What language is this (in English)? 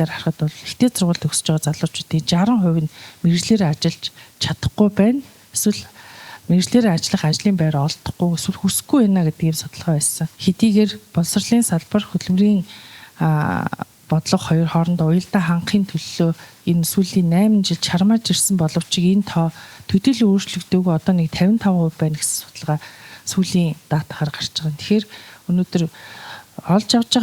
Mongolian